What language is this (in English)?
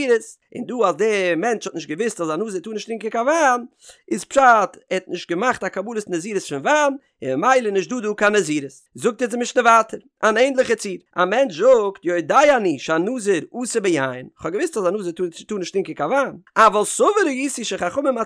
Yiddish